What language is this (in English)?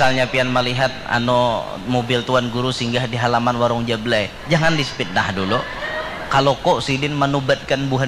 Banjar